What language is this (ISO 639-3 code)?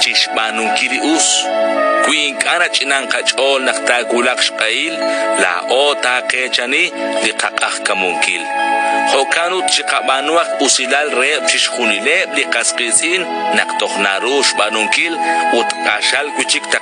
kek